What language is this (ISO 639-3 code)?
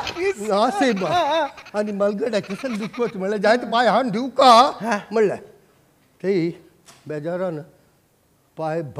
kok